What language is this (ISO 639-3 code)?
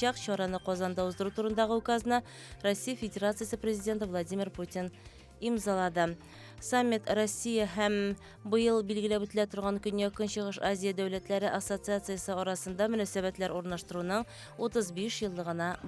tat